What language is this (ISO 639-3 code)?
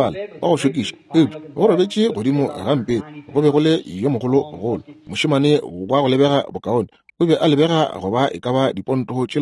nso